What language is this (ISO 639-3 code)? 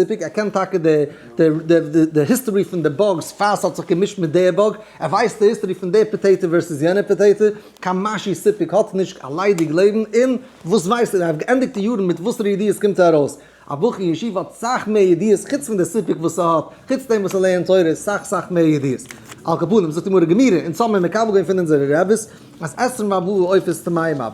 yid